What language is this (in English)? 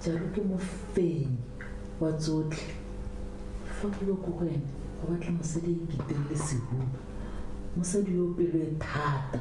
Tswana